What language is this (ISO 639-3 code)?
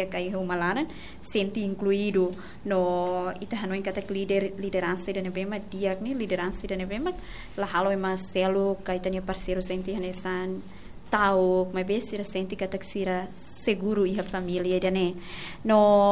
tet